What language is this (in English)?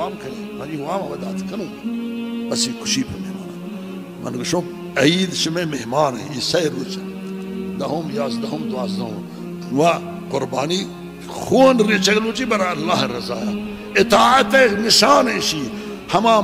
Baluchi